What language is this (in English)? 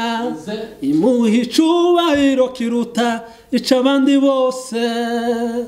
Kinyarwanda